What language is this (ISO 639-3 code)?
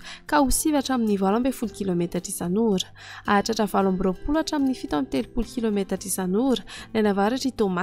mlg